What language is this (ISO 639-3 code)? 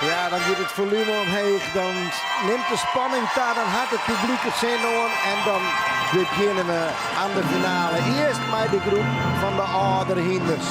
fry